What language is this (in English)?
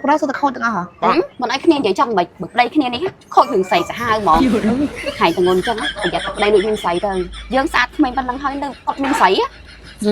Khmer